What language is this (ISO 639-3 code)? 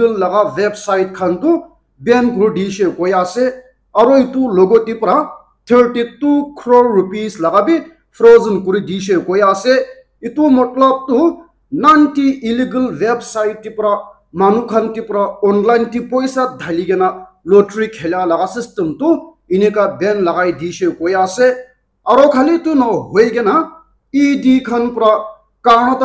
nag